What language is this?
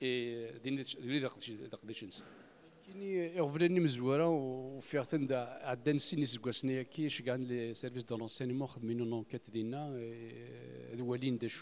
Kabyle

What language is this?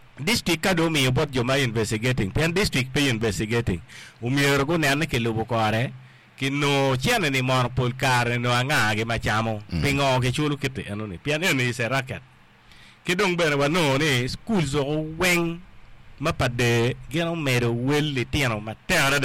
Acoli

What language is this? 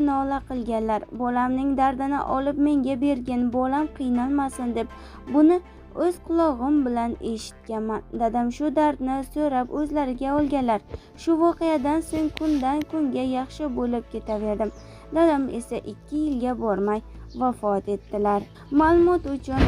Uzbek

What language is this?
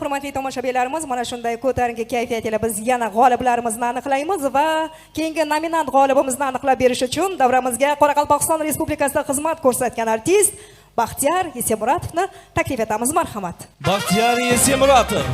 Kara-Kalpak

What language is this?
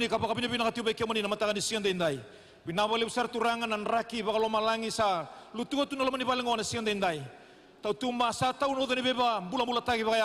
Fijian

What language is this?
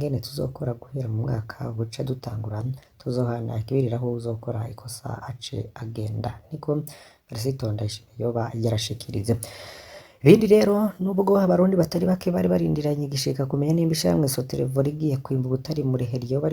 Rundi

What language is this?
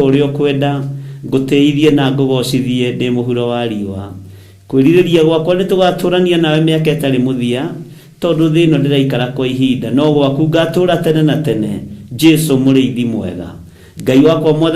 Kikuyu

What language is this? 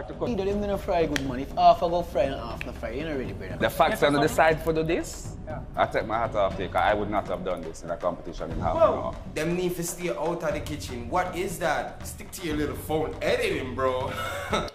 Jamaican Creole English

